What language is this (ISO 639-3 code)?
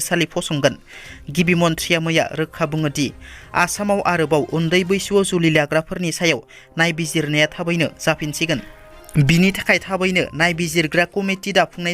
brx